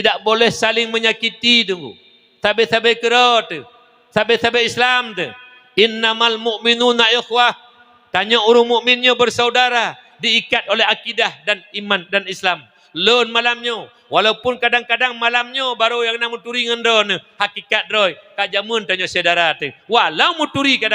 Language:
Achinese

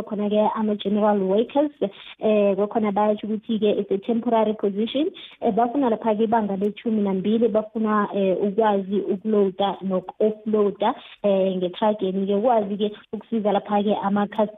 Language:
South Ndebele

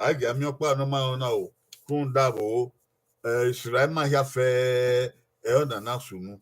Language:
Bini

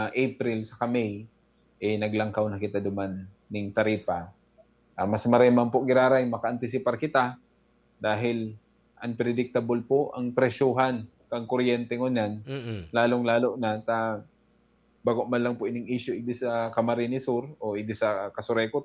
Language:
Bikol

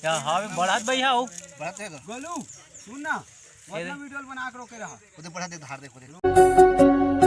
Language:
Chhattisgarhi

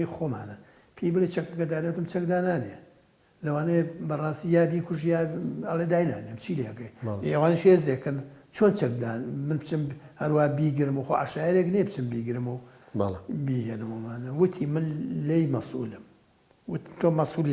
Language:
Central Kurdish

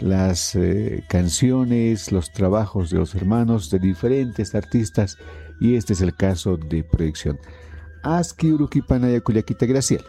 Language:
Aymara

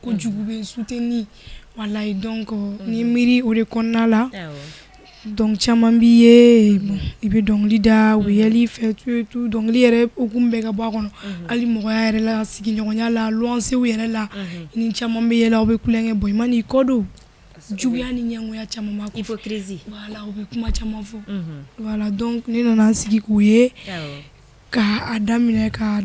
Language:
Bambara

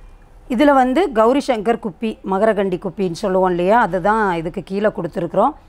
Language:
Tamil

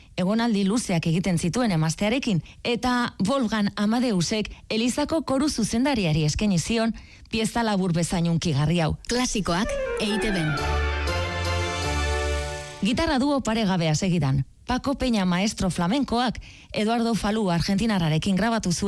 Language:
Basque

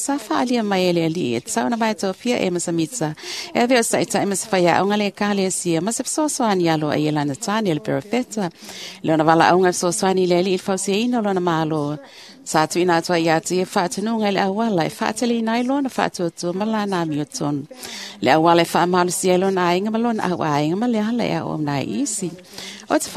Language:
Samoan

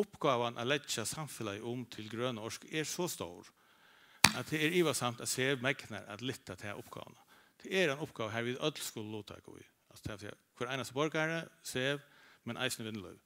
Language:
Faroese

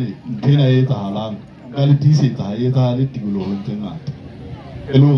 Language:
Southern Sotho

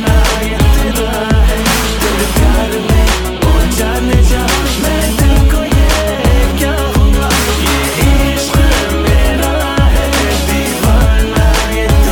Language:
Hindi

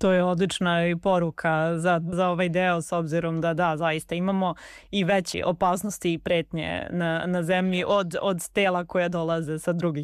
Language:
Serbian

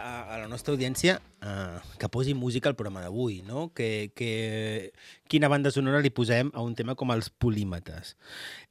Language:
Catalan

